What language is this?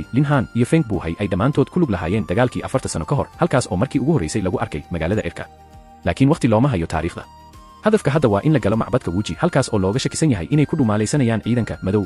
Somali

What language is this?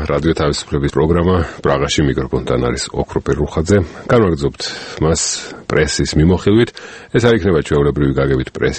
Georgian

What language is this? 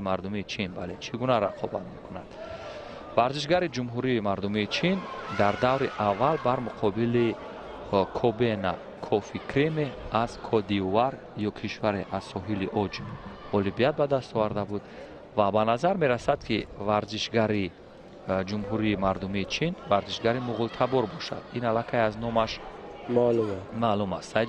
Tajik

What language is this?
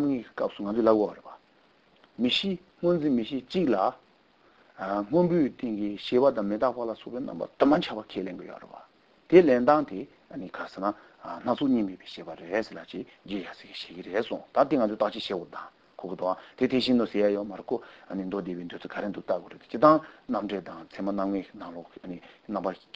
Korean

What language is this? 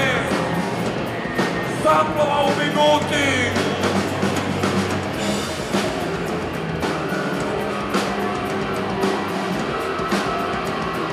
Croatian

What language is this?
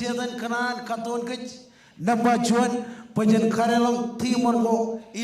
Marshallese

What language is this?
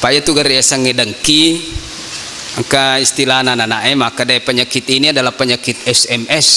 Buginese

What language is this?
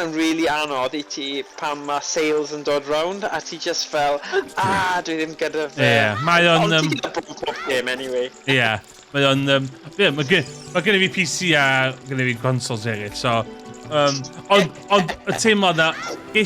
Welsh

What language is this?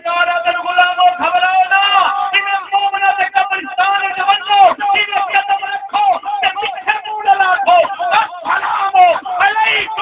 Saraiki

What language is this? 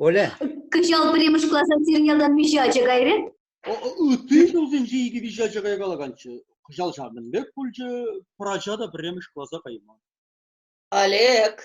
Chuvash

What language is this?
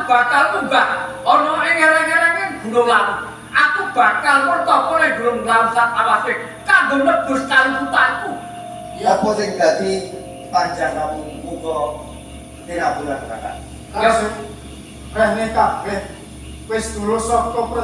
Javanese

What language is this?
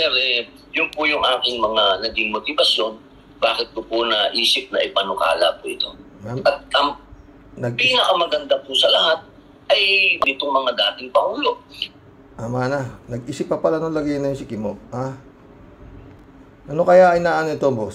Filipino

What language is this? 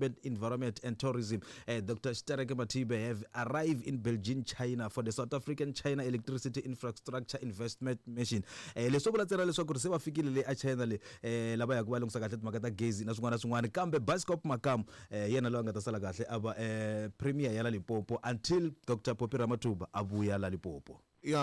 Tsonga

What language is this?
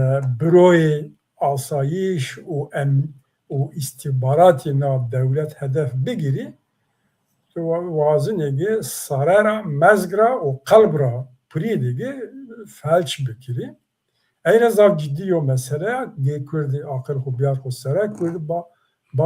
Zaza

